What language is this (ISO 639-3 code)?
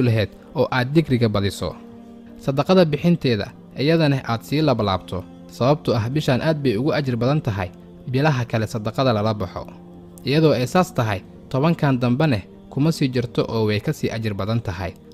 som